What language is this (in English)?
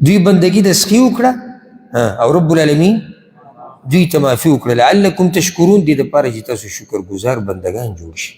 Pashto